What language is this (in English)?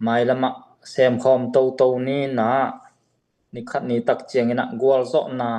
Tedim Chin